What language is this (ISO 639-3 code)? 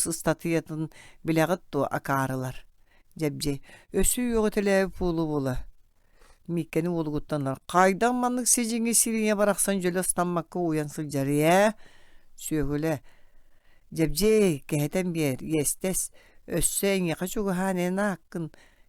sah